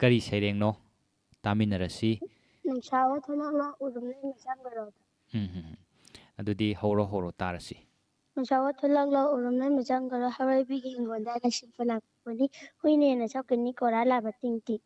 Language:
Manipuri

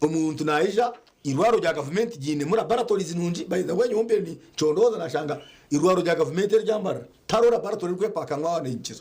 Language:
Nyankole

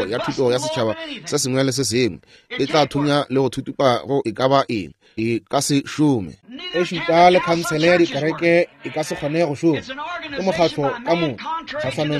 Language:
Northern Sotho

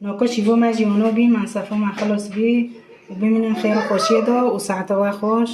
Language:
Kurdish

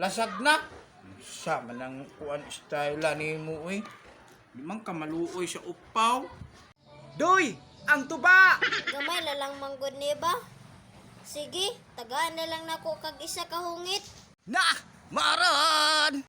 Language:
Cebuano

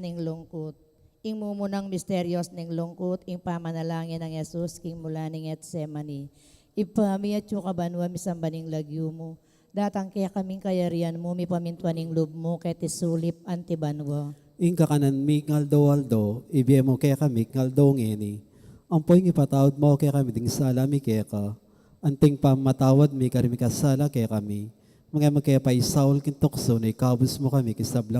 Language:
Pampanga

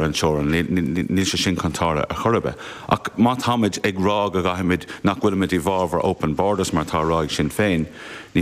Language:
Irish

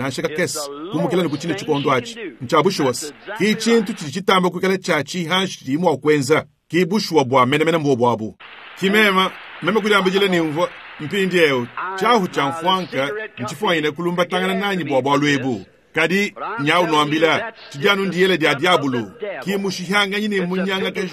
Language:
Luba-Lulua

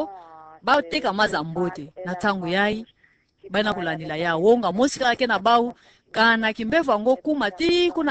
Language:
Kituba (Democratic Republic of Congo)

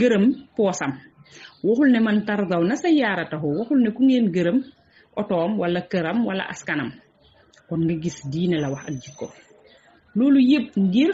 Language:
Wolof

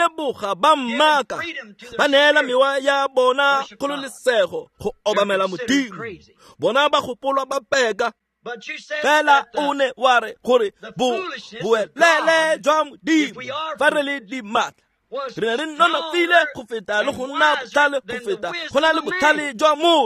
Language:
Tswana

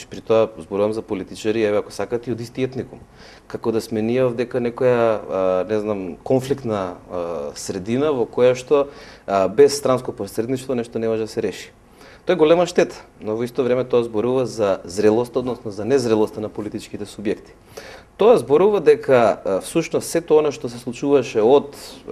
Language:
Macedonian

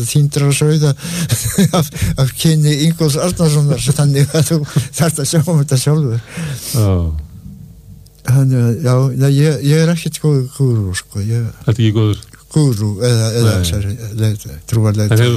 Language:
Icelandic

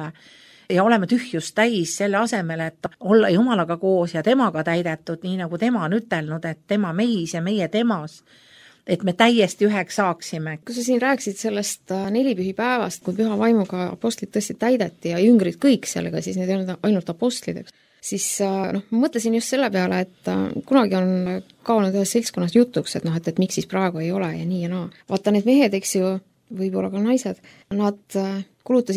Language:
Estonian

